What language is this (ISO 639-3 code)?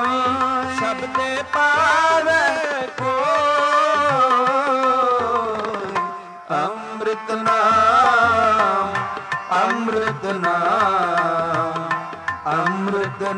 pan